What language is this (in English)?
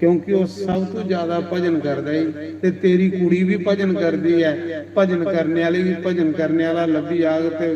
Dogri